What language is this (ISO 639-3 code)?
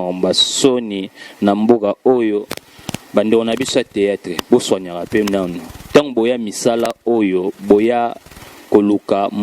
lin